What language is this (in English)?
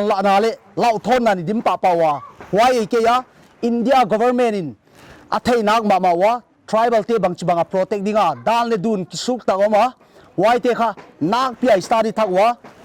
Paite Chin